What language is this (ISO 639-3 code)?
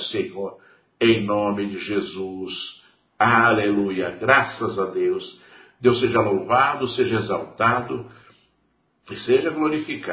por